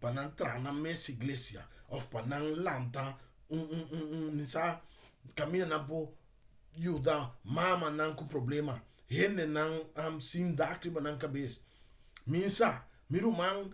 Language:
Papiamento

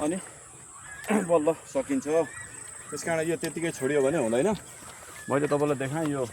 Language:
Nepali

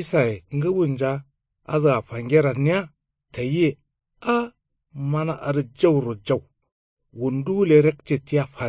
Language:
Kanuri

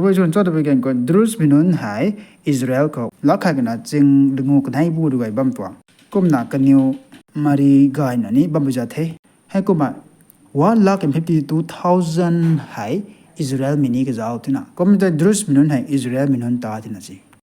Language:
Rongmei Naga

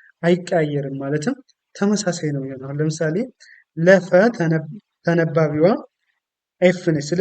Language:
Amharic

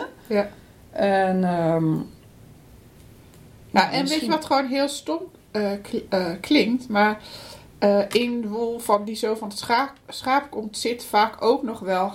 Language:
Dutch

